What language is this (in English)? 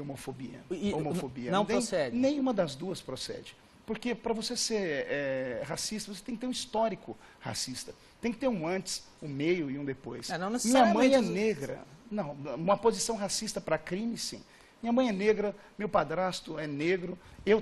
Portuguese